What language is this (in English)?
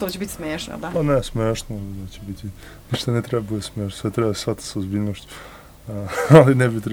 Serbian